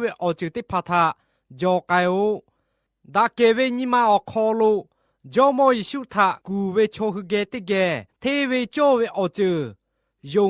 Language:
Lahu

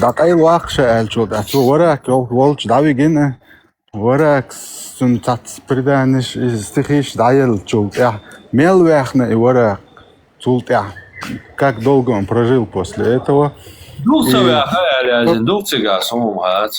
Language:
Chechen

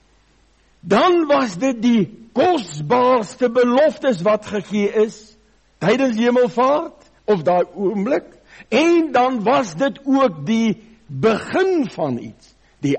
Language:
Afrikaans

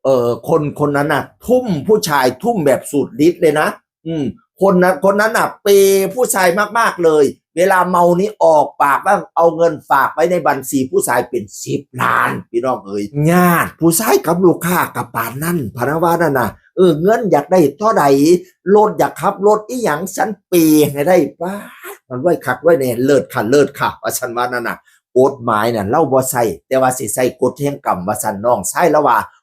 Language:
Northeastern Thai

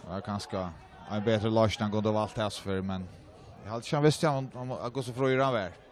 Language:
Faroese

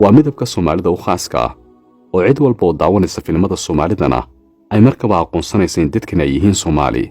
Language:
Somali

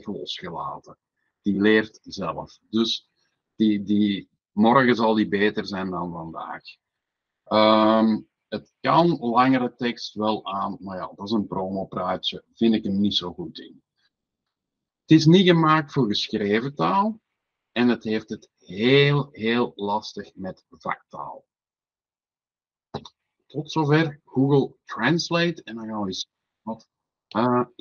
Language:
Dutch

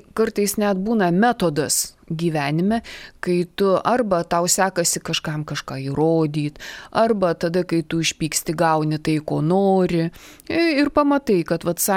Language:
Lithuanian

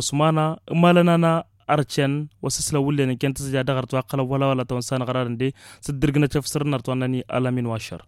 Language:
Tamasheq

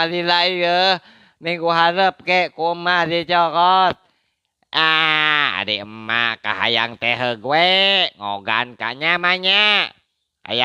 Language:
Sundanese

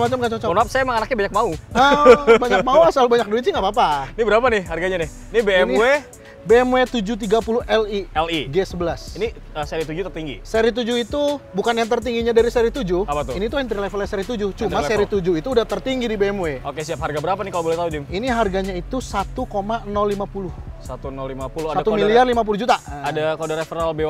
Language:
Indonesian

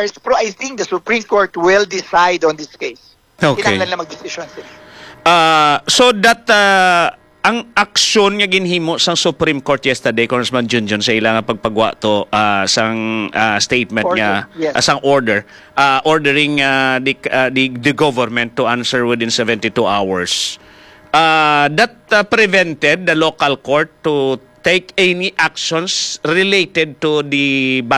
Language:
Hiligaynon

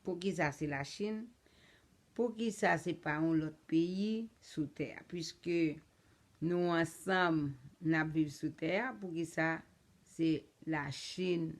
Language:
Haitian Creole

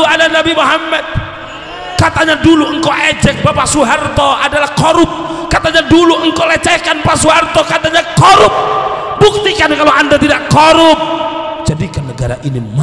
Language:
Indonesian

